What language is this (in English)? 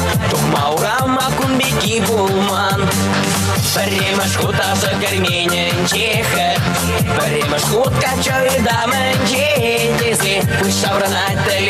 Chuvash